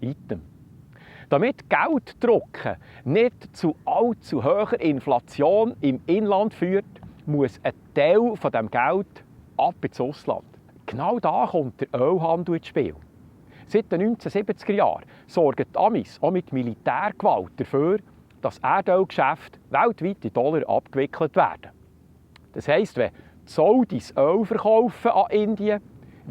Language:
Swiss German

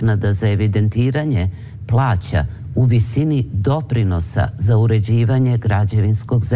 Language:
Serbian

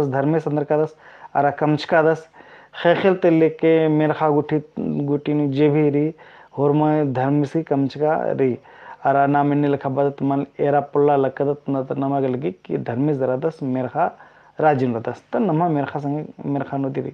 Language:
Kurukh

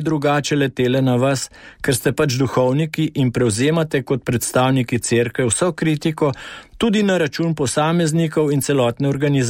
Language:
Slovenian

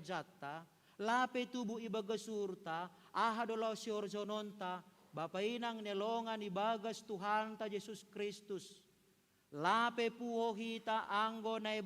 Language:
Batak Simalungun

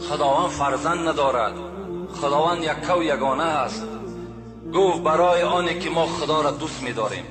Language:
Tajik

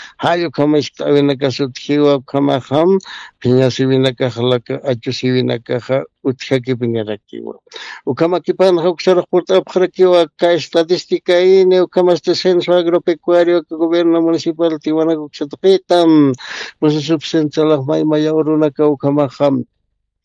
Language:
Aymara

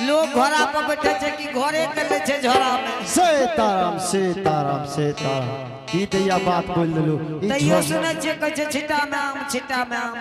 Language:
Angika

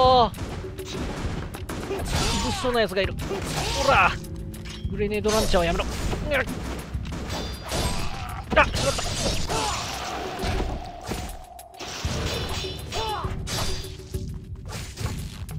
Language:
Japanese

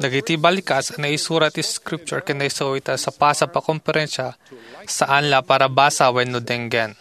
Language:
Iloko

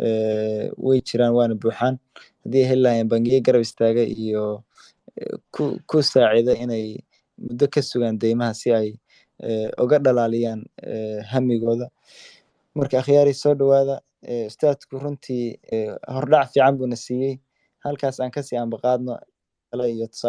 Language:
Somali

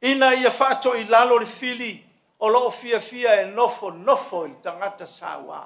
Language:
Samoan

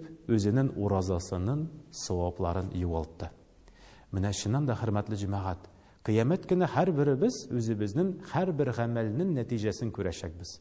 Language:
Tatar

